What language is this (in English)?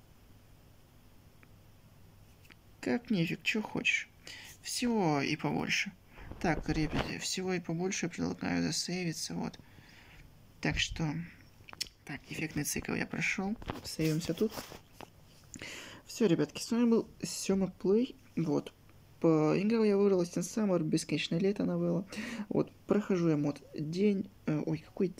Russian